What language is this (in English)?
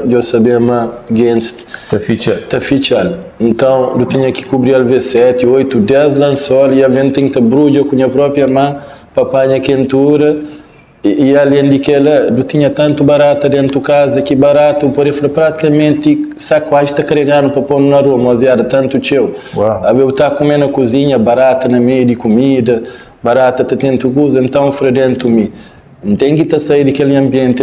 Kabuverdianu